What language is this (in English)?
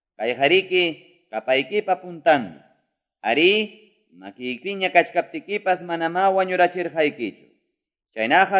Quechua